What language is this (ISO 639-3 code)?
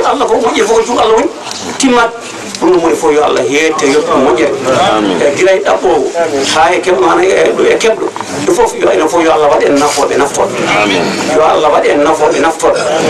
ful